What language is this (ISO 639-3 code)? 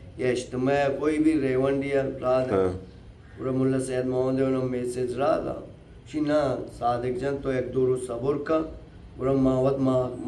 bal